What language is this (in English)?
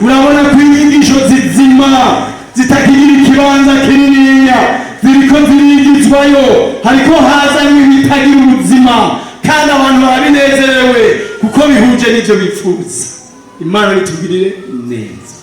Rundi